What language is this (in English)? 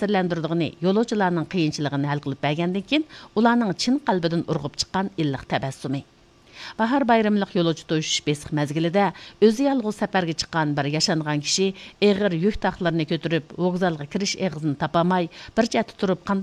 Uyghur